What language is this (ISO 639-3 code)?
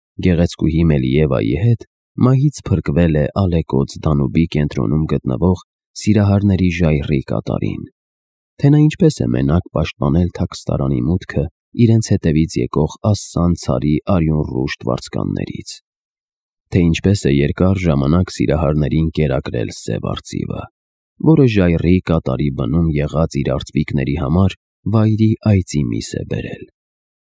hye